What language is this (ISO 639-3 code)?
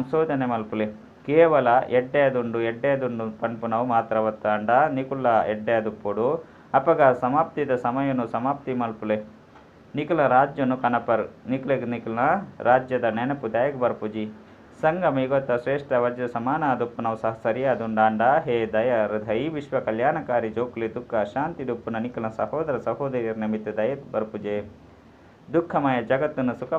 tcy